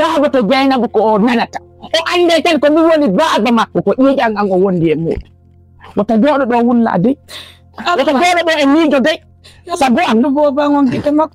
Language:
Fula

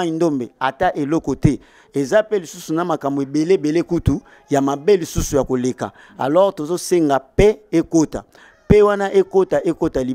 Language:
Lingala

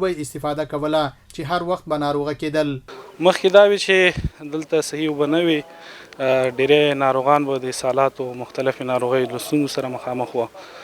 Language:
Pashto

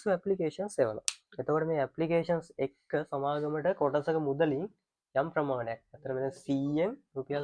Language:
Sinhala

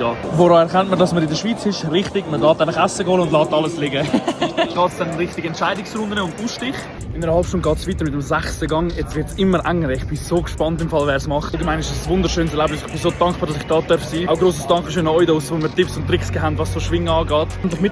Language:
Swiss German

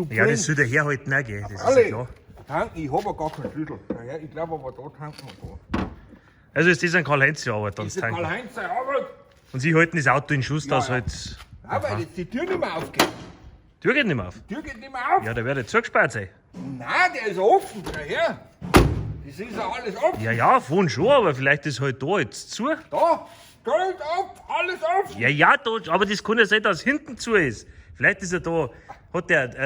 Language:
Bavarian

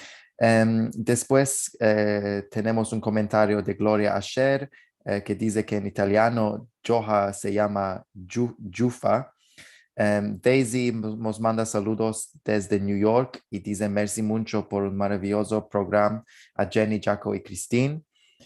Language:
Ladino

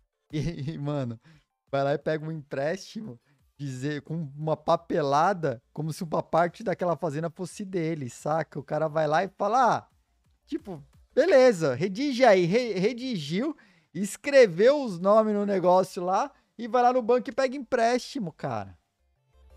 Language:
Portuguese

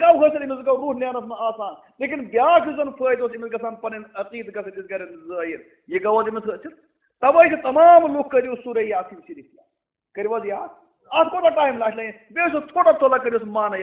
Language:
Kashmiri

